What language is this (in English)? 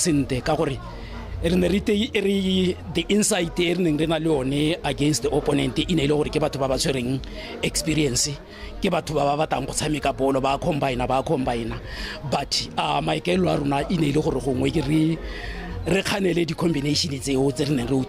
Tswana